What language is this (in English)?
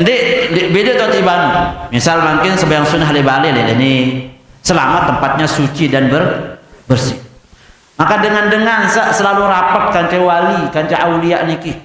Sasak